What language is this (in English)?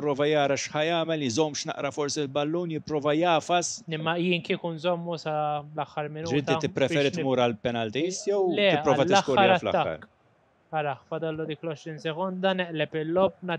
Maltese